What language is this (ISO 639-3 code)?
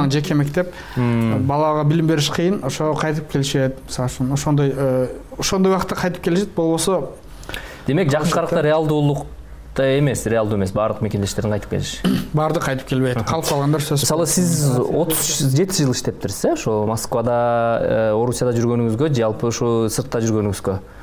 kir